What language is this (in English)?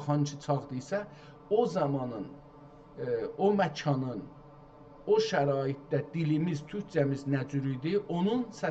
South Azerbaijani